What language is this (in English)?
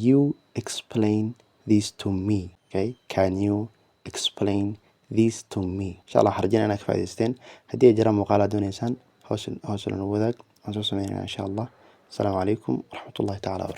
Somali